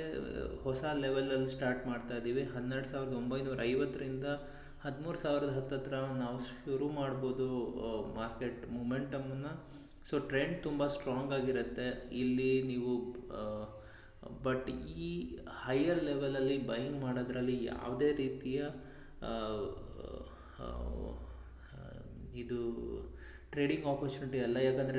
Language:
Kannada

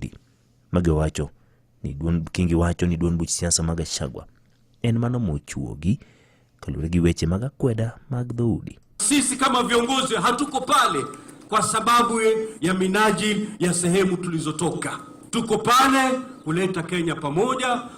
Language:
Luo (Kenya and Tanzania)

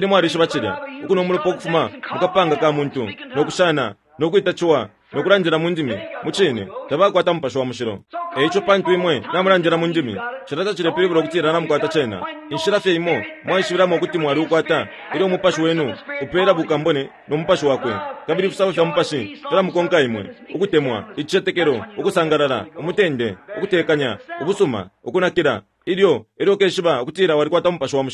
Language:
Bemba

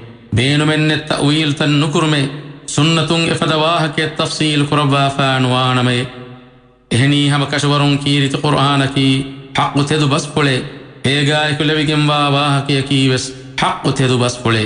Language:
Divehi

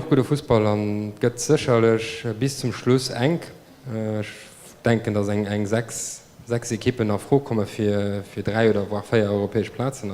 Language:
Luxembourgish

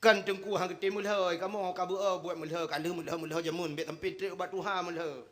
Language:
Achinese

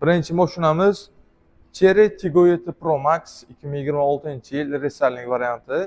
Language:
Uzbek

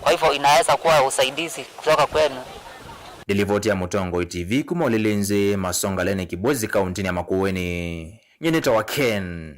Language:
Kamba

